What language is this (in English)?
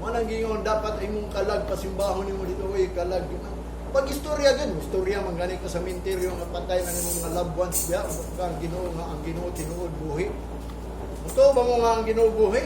Cebuano